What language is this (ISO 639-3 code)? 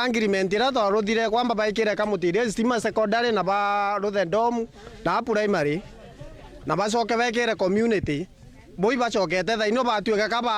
mer